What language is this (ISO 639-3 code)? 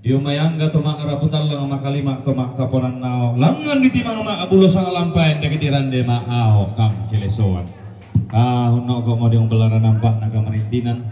sda